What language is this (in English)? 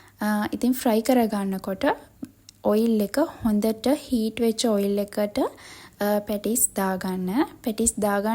Sinhala